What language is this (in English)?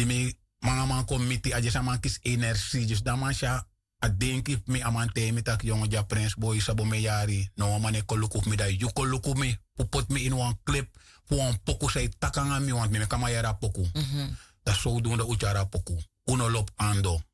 Sranan Tongo